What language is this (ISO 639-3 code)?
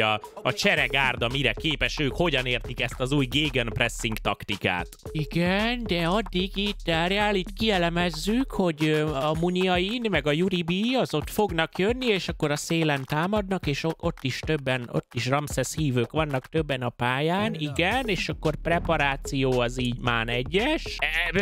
hun